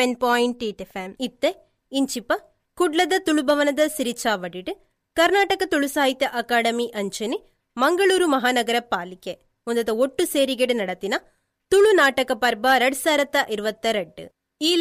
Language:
Tulu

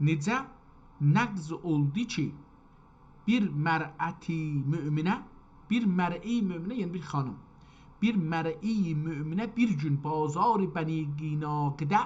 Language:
South Azerbaijani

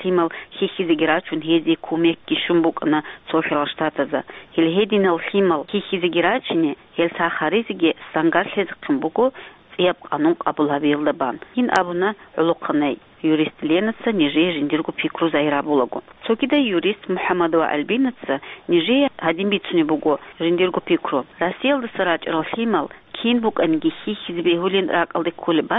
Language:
Avaric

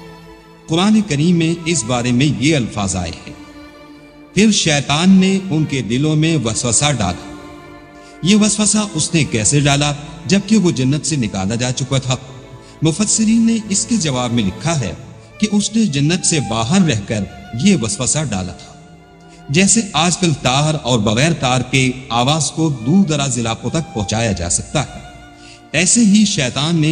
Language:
Urdu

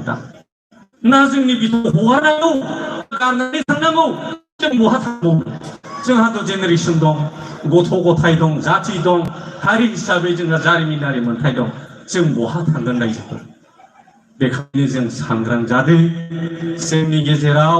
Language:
Bodo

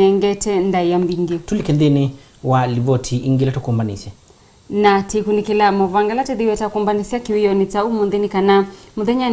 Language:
Kamba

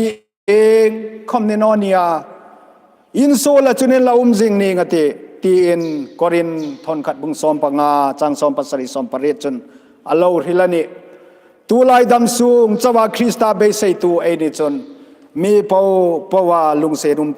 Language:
Hmar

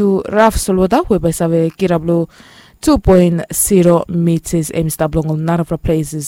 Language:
Bislama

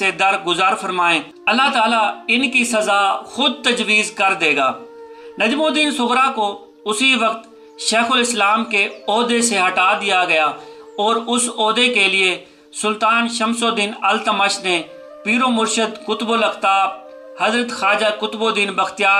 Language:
Urdu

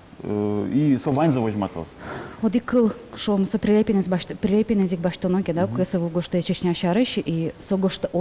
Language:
Udmurt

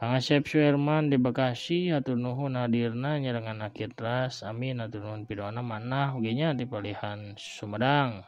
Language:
Sundanese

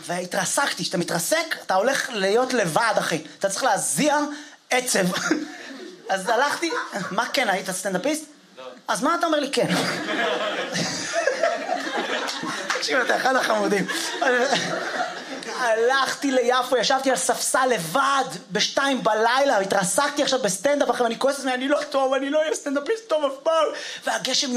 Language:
Hebrew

